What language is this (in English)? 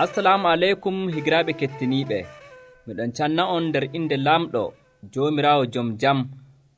Nigerian Fulfulde